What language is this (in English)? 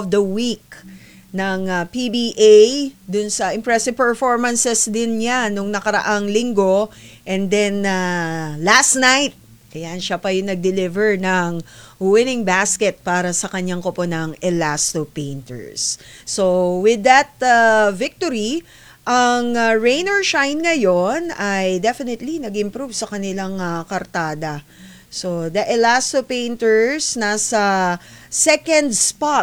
Filipino